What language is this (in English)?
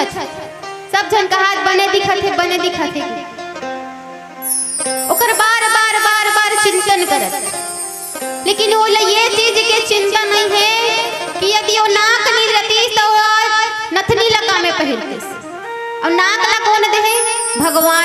Chhattisgarhi